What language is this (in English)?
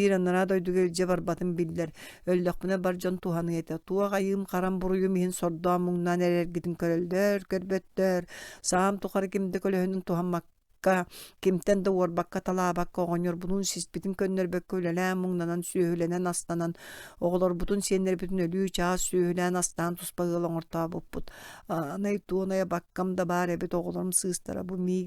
Yakut